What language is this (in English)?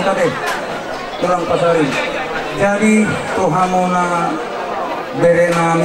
Batak Toba